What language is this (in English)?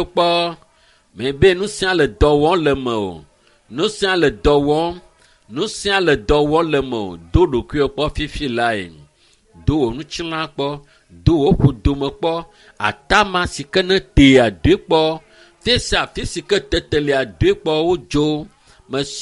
Ewe